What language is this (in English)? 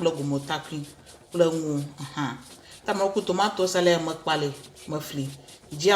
Ewe